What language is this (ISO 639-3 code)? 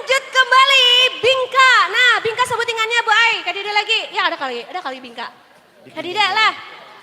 bjn